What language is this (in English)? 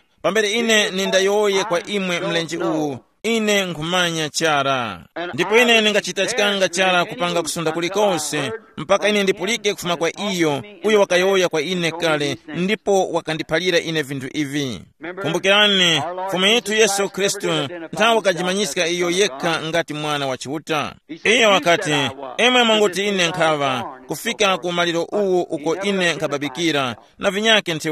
Tumbuka